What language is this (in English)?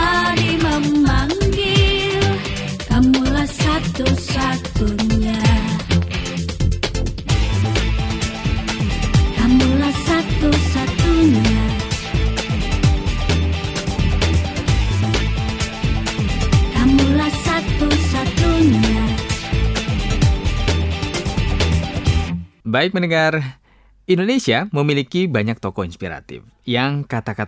Indonesian